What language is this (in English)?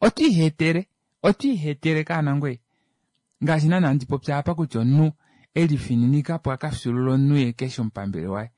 Kuanyama